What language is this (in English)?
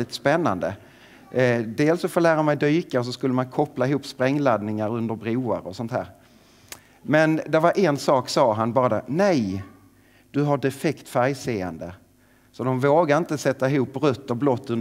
Swedish